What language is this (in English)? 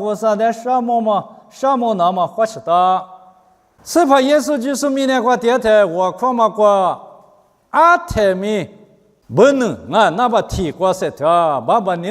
Lisu